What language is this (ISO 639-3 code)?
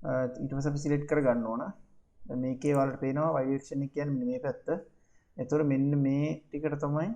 sin